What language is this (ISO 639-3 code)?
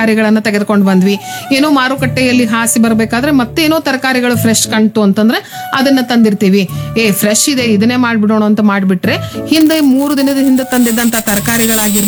kan